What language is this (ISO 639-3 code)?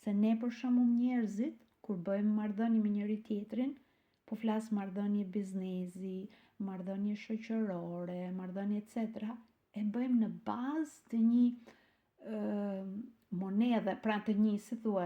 sqi